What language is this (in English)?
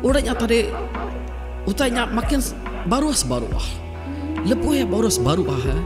Iban